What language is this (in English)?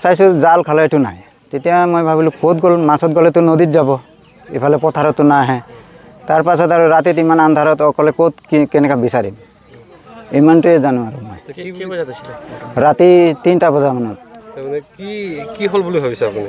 Assamese